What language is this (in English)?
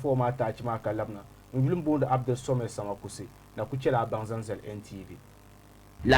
Dagbani